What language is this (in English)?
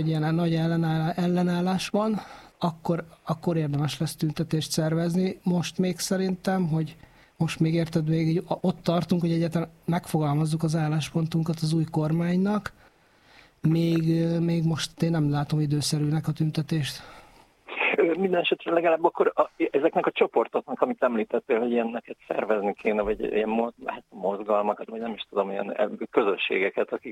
Hungarian